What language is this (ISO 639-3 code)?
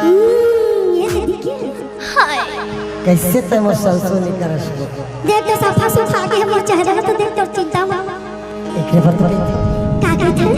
hne